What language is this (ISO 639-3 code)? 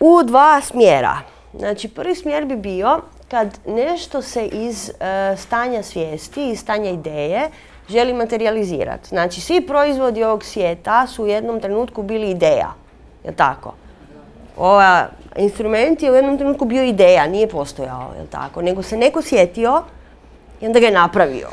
hrv